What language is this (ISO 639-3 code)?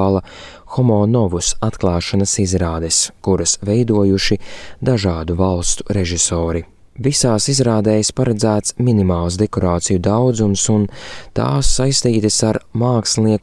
lav